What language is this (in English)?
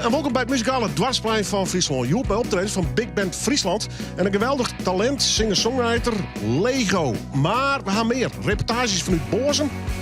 Western Frisian